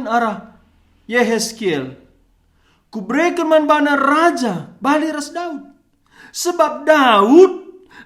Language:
Batak Karo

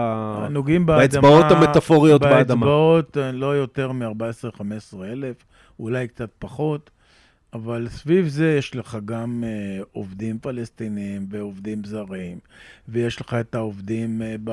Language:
Hebrew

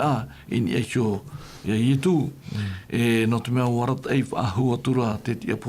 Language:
Tahitian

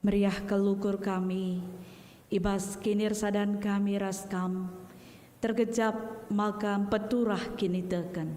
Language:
Batak Karo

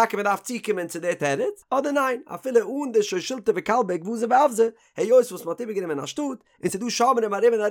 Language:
Yiddish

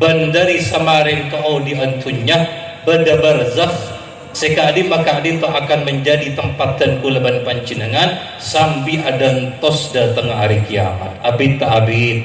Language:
Madurese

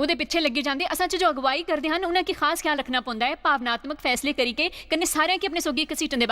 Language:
Dogri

